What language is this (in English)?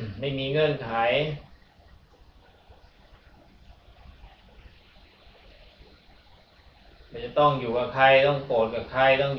Thai